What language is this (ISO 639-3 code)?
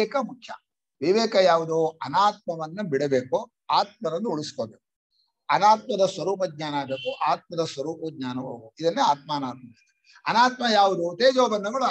kan